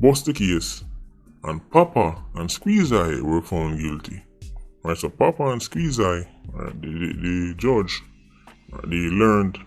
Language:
Jamaican Creole English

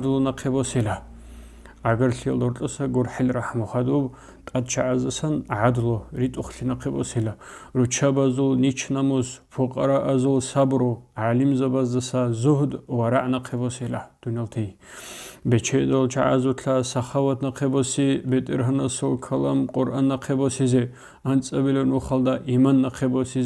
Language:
Avaric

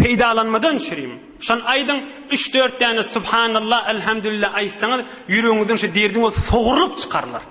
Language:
Turkmen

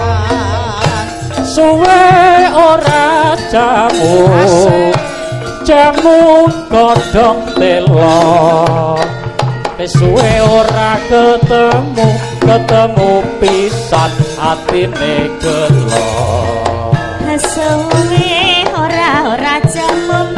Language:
Javanese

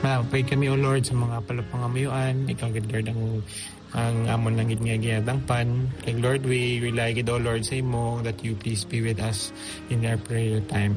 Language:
Hiligaynon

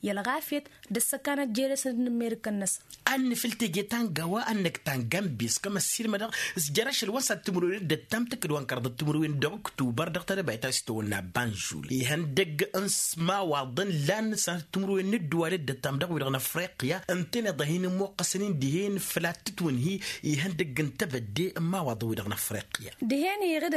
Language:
Tamasheq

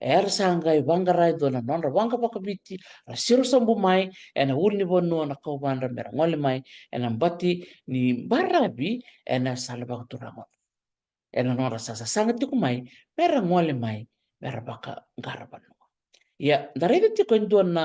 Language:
Fijian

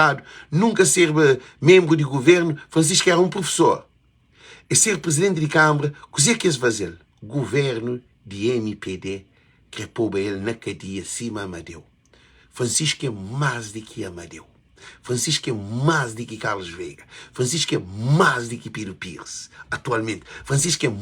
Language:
Kabuverdianu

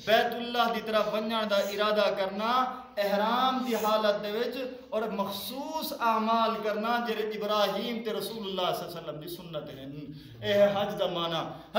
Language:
Saraiki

